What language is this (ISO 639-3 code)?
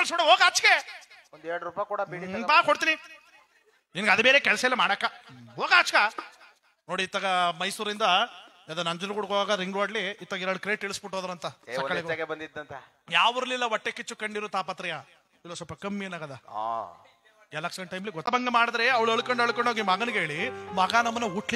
kan